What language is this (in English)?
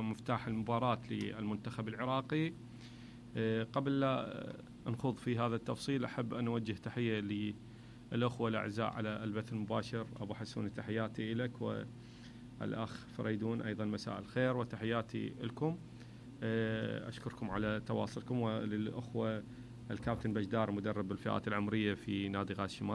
Mesopotamian Arabic